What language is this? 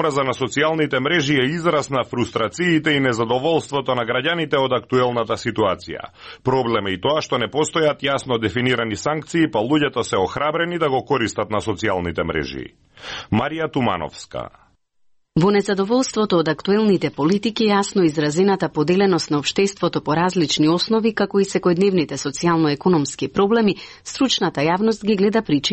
Macedonian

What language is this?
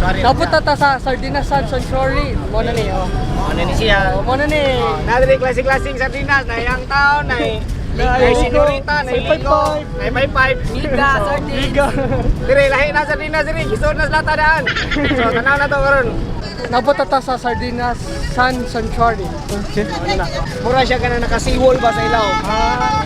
Cebuano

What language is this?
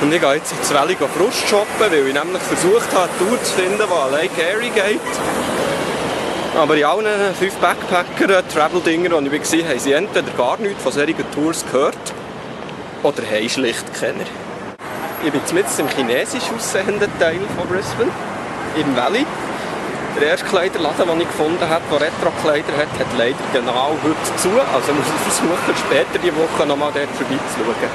Swiss German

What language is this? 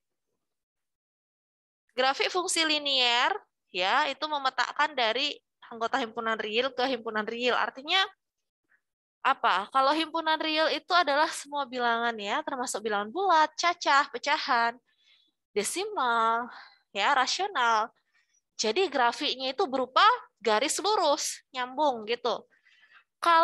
Indonesian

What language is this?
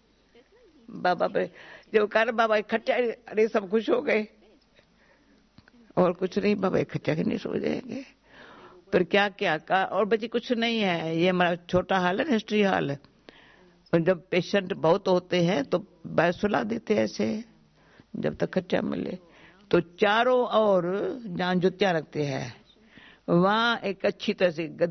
Hindi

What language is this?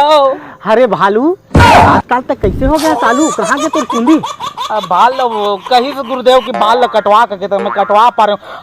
Chhattisgarhi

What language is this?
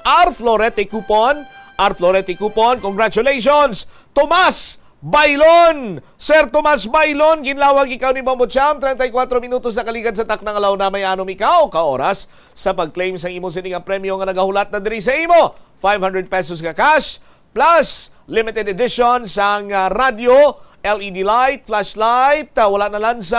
Hiligaynon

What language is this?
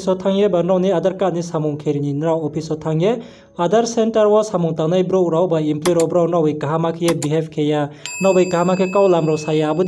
Riang (India)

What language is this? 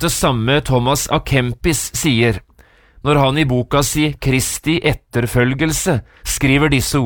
Norwegian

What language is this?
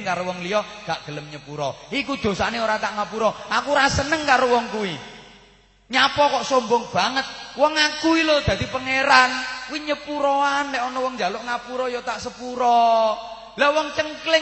Javanese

